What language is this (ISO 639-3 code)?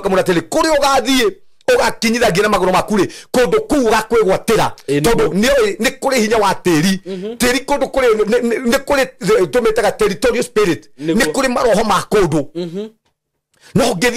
kik